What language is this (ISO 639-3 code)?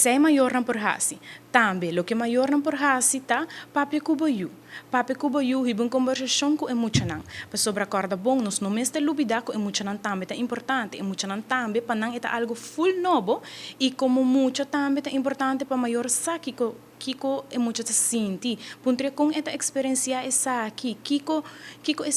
pap